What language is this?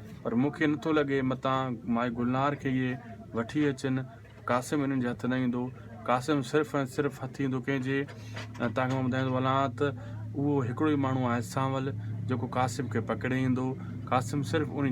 Sindhi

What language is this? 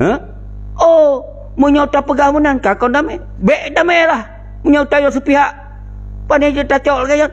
Achinese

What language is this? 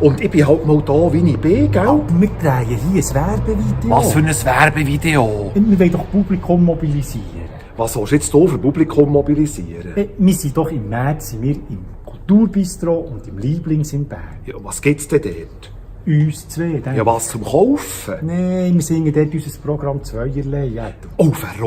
Swiss German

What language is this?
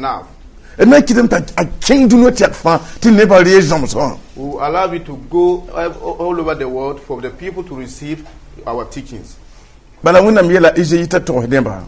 Mossi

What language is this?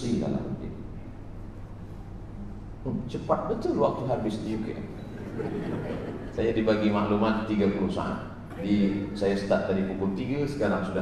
Malay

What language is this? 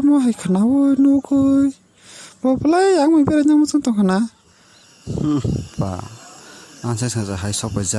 Kok Borok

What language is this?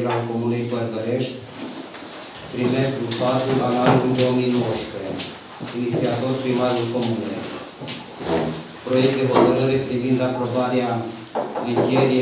Romanian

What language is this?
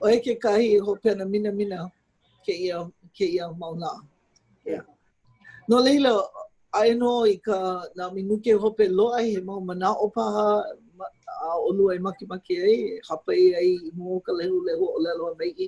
Hawaiian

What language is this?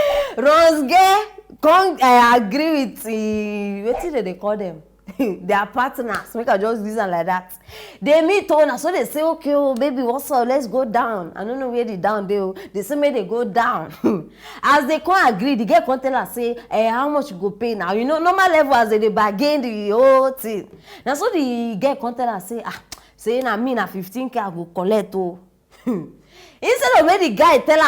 Nigerian Pidgin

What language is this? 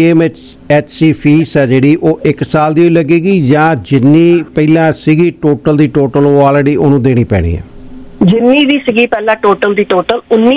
Punjabi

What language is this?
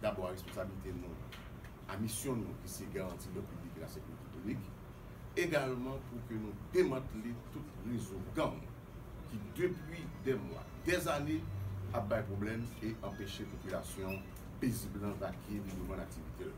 Haitian Creole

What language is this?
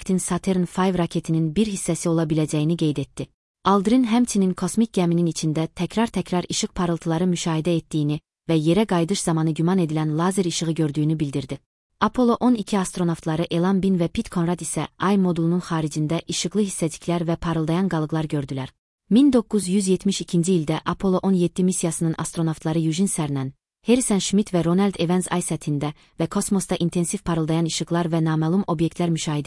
Azerbaijani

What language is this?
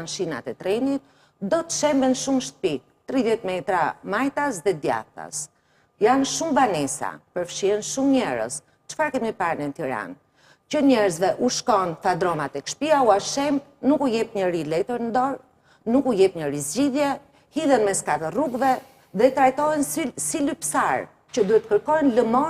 Albanian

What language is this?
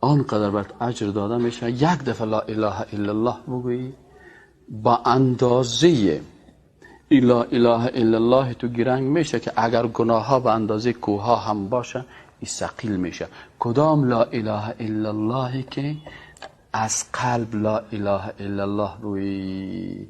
Persian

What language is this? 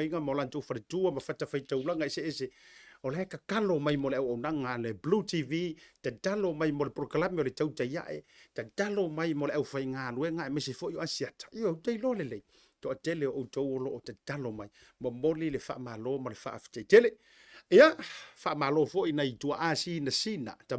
Samoan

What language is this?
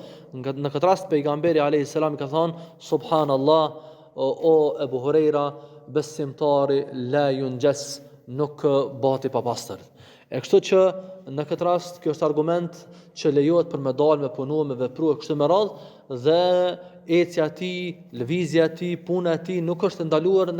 Albanian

